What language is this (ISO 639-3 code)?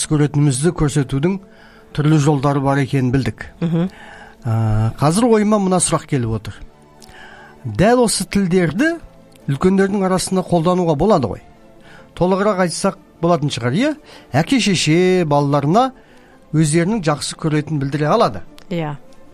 kaz